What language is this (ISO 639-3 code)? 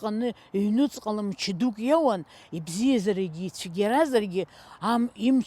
abk